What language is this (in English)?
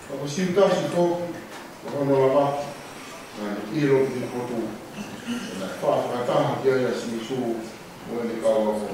Tongan